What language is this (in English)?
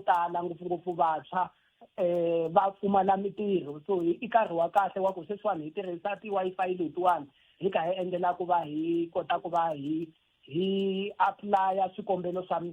Tsonga